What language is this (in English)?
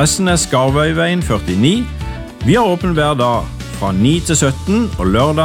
Norwegian